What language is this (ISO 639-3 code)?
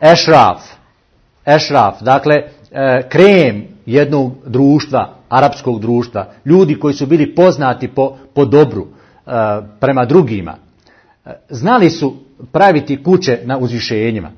bos